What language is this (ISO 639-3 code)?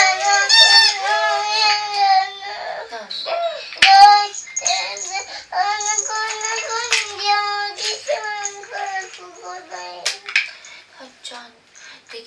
jpn